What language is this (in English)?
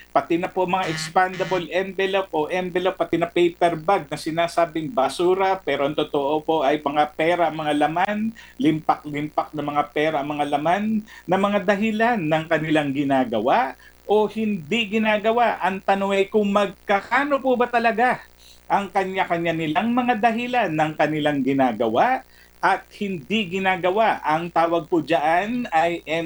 Filipino